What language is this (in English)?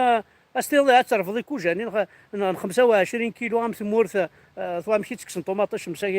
Kabyle